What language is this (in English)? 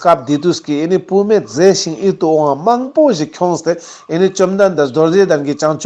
Ladakhi